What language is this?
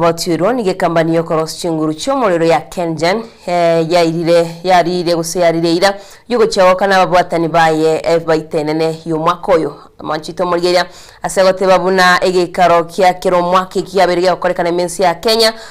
Gusii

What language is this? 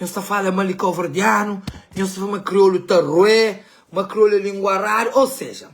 Kabuverdianu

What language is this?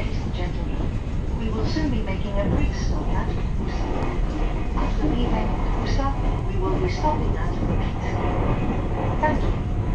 Japanese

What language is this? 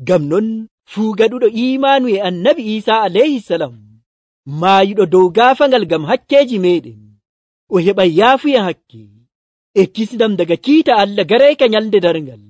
Nigerian Fulfulde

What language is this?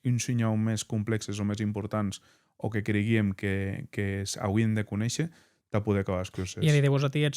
Occitan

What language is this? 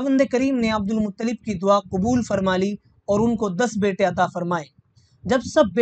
Urdu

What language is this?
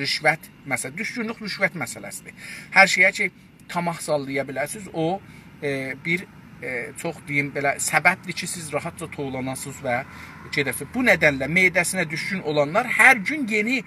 South Azerbaijani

